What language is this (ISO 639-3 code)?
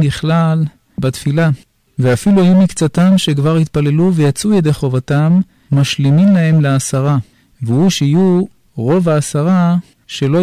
heb